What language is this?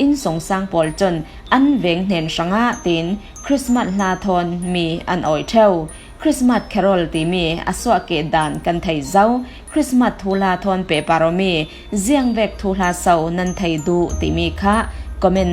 Falam Chin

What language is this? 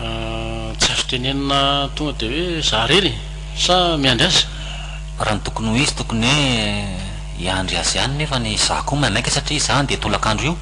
Malagasy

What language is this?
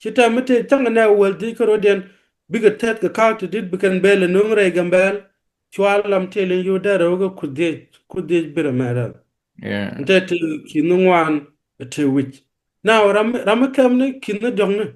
Nuer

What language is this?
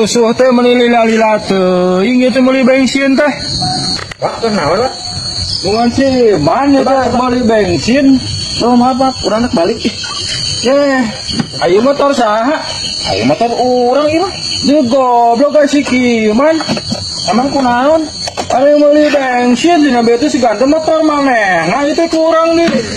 Sundanese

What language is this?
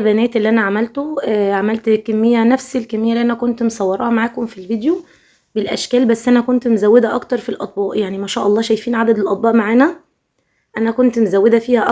Egyptian Arabic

